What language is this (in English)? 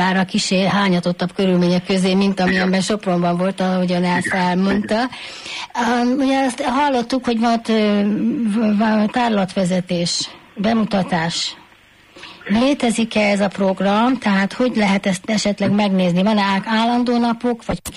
Hungarian